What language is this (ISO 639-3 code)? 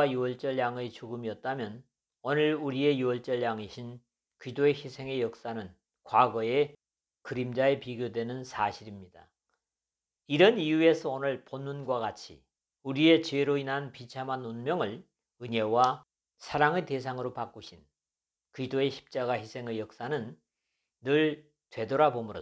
kor